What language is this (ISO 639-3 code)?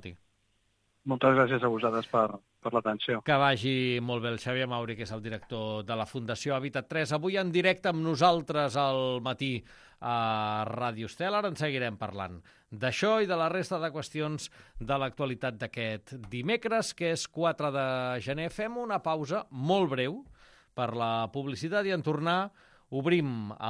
cat